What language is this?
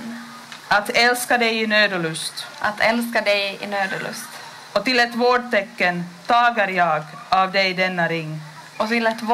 Swedish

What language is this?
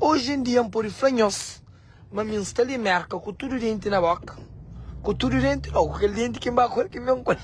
Kabuverdianu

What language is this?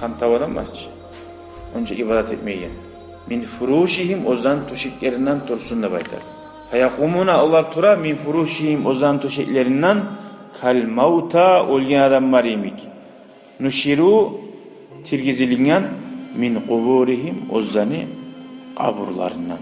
Kumyk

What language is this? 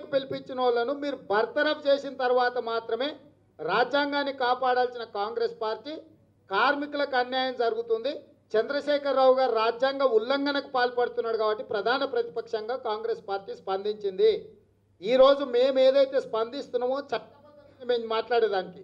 Telugu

